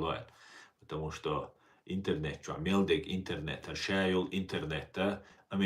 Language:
Chechen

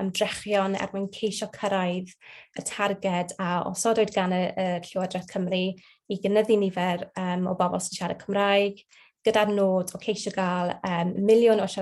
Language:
Welsh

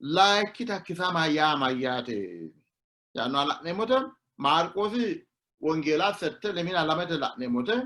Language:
Sidamo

